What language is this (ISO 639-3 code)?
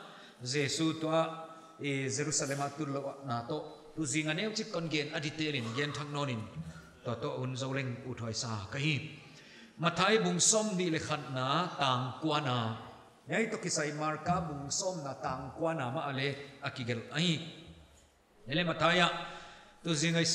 pck